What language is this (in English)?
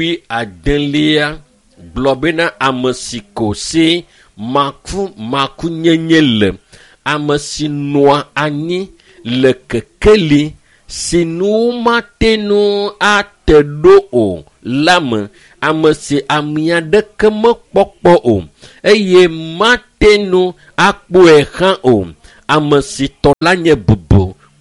Ewe